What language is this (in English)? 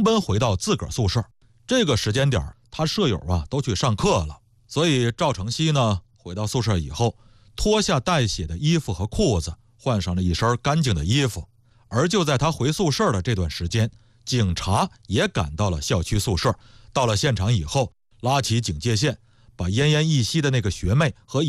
Chinese